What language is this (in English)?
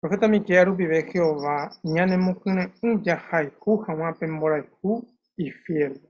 Guarani